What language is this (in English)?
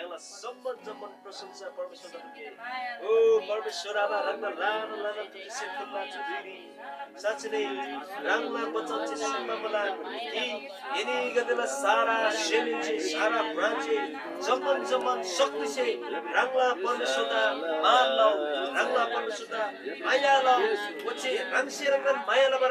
Eastern Tamang